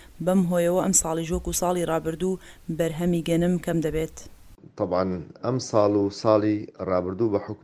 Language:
Central Kurdish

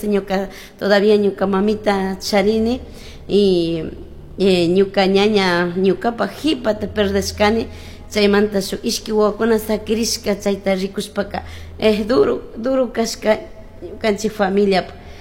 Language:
Chimborazo Highland Quichua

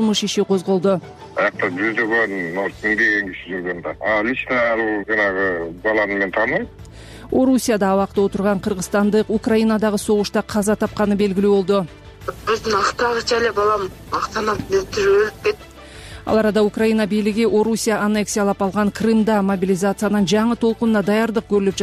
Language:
Kyrgyz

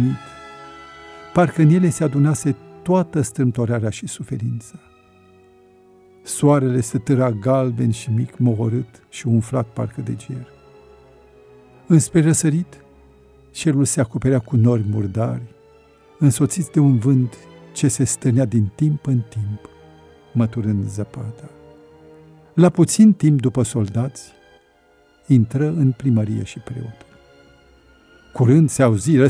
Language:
Romanian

